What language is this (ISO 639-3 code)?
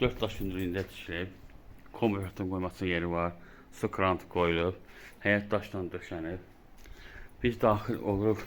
aze